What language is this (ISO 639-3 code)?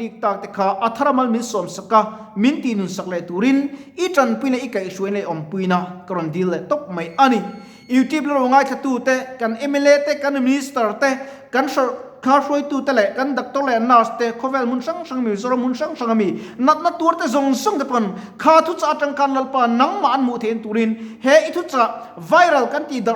lus